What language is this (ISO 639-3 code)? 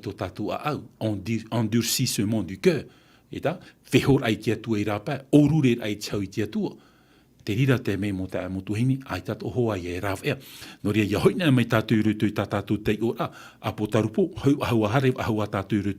tah